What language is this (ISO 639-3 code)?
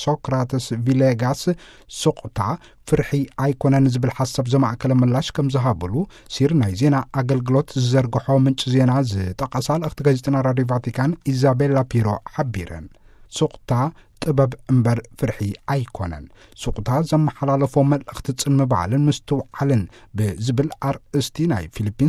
tir